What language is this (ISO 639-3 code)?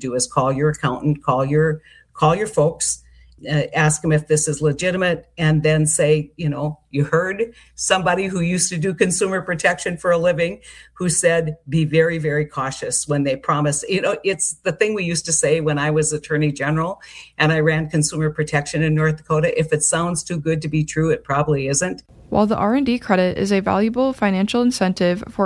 eng